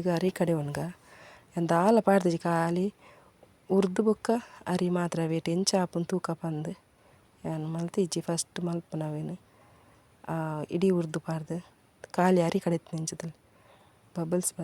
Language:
Tulu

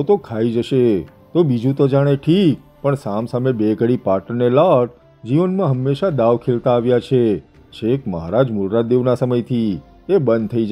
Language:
Gujarati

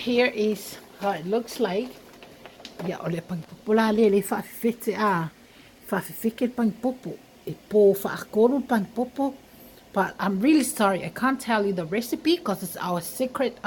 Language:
Samoan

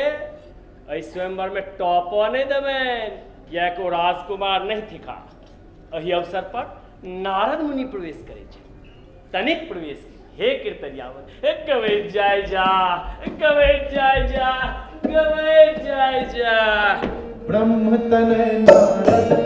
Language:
Maithili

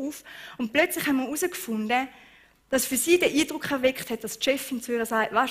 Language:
Swiss German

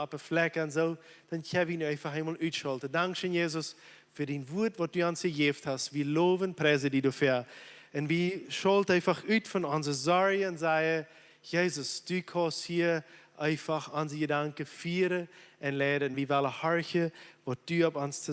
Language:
Plautdietsch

